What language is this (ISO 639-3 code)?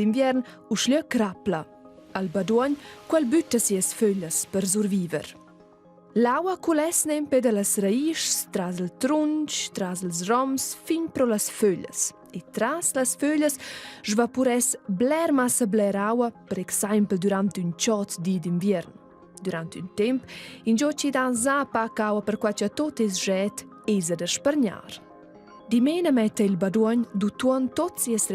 roh